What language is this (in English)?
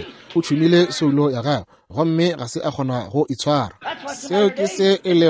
Northern Sotho